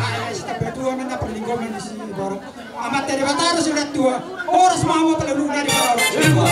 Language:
Batak Toba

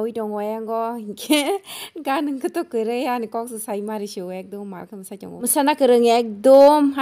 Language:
Kok Borok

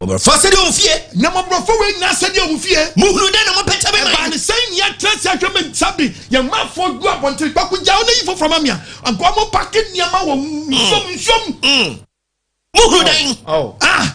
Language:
Akan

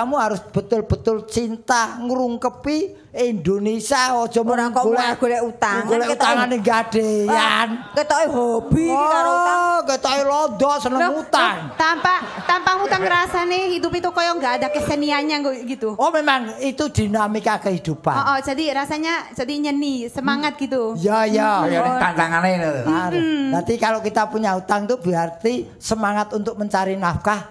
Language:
Javanese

